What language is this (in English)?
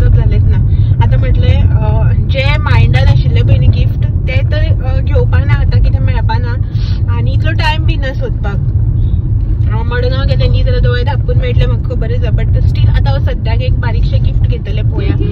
Konkani